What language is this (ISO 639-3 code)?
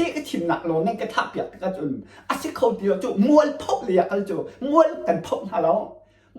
cnh